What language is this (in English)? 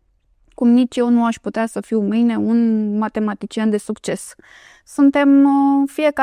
Romanian